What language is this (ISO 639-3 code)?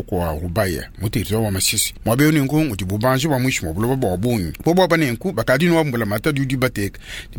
lua